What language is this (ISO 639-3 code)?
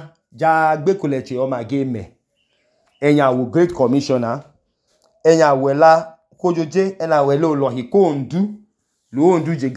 idu